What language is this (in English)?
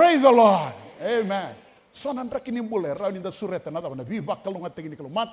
Fijian